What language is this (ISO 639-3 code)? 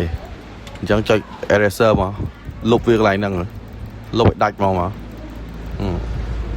khm